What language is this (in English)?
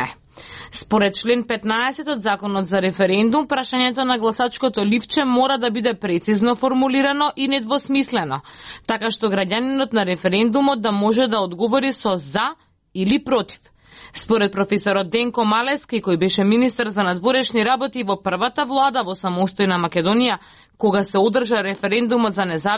Macedonian